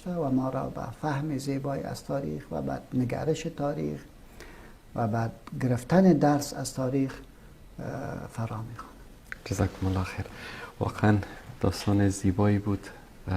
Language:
Persian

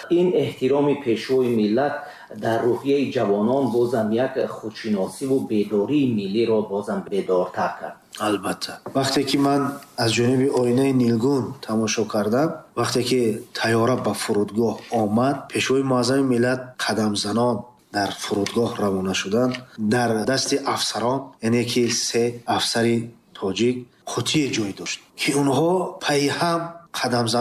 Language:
Tajik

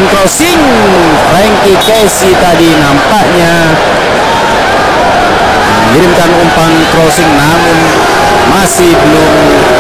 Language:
Indonesian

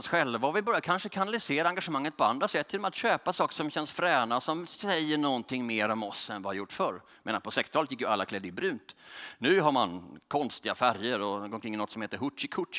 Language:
Swedish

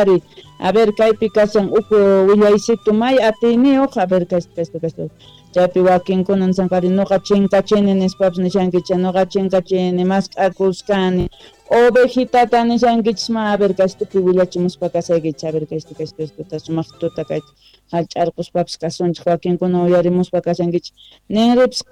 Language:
South Bolivian Quechua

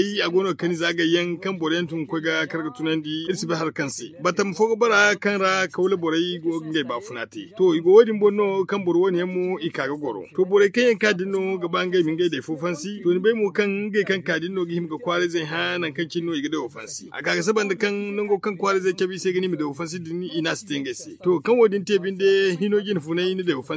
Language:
Zarma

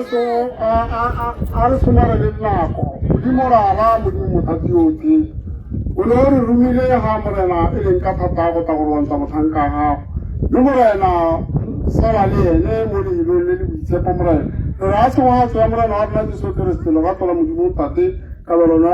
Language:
Tswana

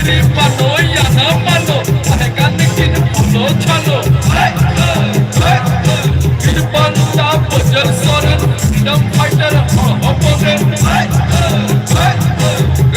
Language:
Santali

